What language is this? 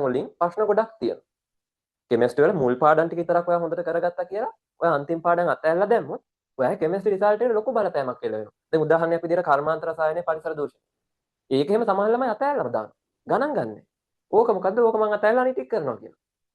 Sinhala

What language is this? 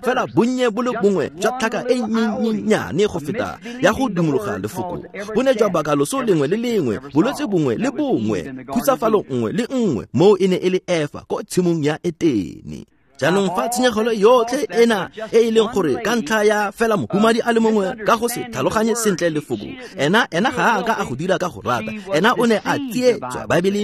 Tswana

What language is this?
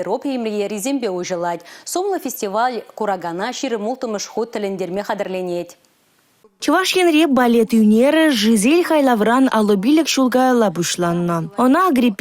Chuvash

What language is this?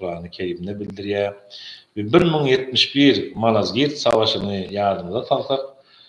Turkmen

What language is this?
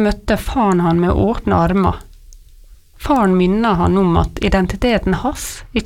Norwegian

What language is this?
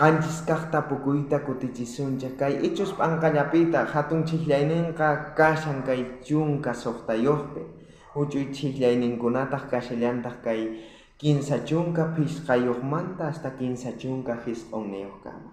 South Bolivian Quechua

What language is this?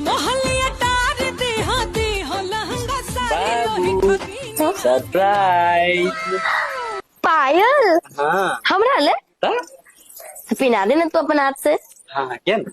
Maithili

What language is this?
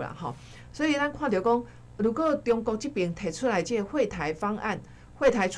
Min Nan Chinese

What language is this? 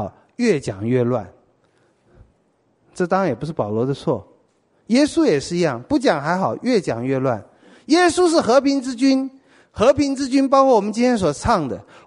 Chinese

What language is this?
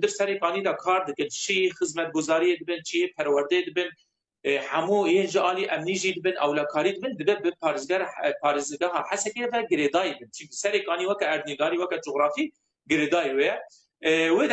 Kurdish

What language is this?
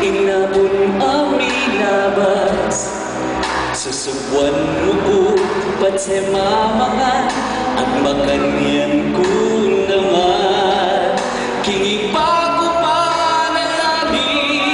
Pampanga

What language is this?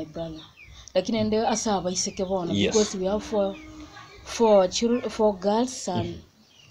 Gusii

